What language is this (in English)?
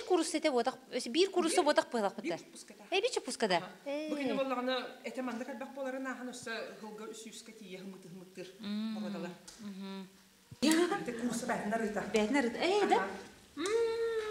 Yakut